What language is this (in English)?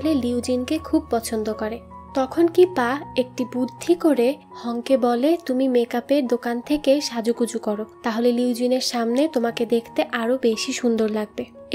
Bangla